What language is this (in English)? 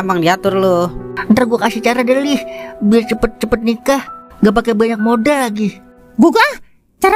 Betawi